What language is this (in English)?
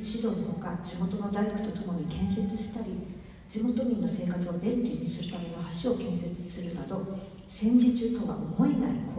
Japanese